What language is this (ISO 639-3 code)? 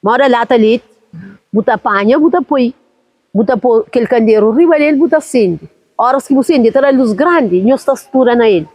kea